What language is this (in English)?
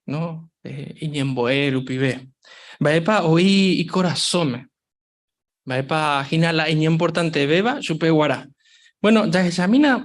Guarani